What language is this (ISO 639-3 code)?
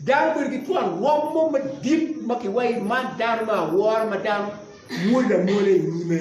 ach